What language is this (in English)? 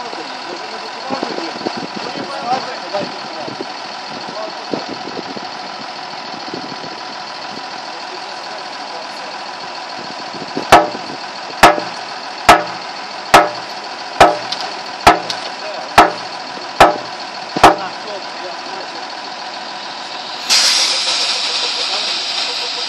Ukrainian